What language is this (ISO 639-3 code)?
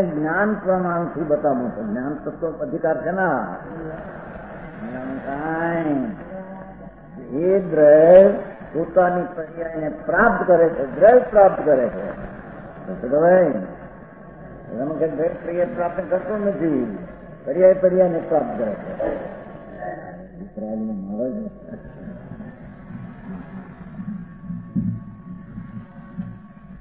guj